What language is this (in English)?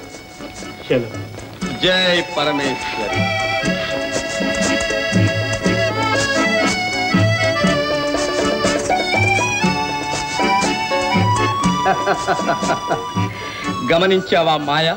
Telugu